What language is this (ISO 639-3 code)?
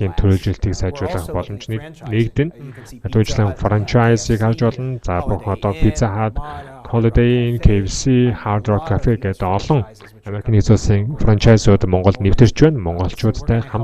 mon